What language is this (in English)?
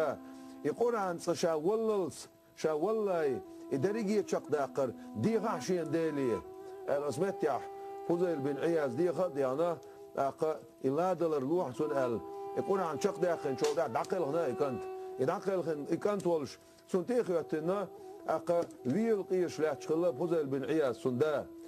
Chechen